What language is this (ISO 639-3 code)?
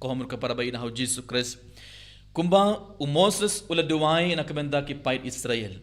kha